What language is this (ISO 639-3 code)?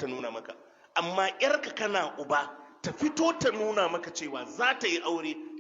hau